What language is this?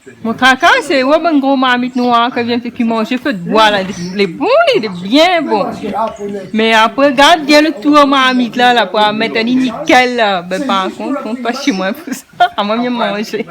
Réunion Creole French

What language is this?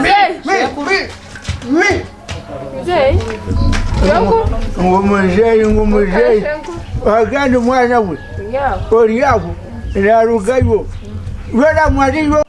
Nyankole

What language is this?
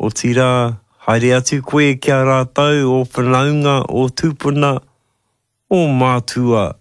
Māori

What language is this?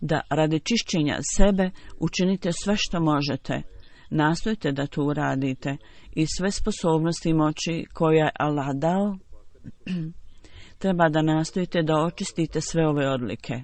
Bosnian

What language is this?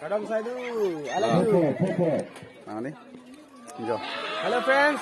Karbi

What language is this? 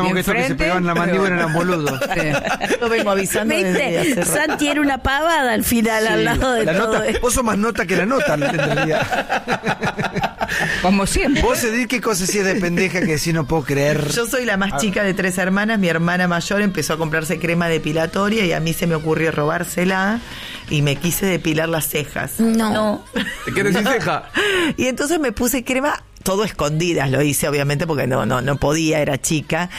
Spanish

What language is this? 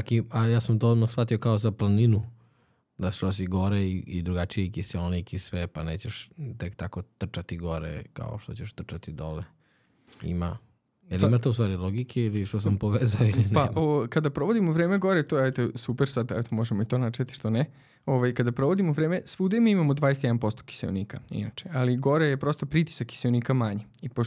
Serbian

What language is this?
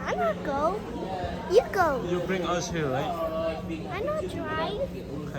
Central Mnong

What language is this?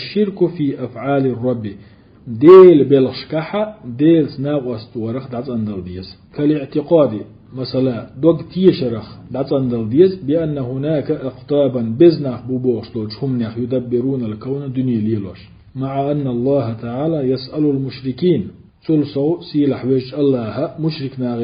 Chechen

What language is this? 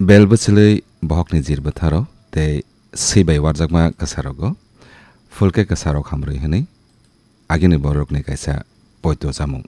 Kok Borok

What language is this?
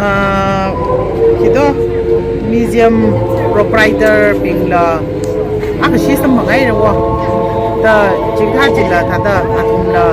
Tangkhul Naga (India)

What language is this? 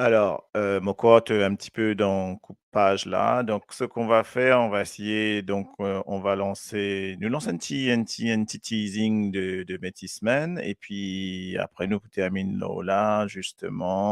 Morisyen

